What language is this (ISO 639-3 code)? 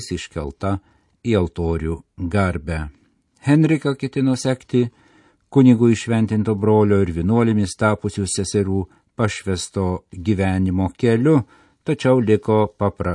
lit